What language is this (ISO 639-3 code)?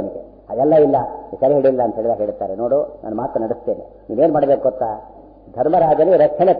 kan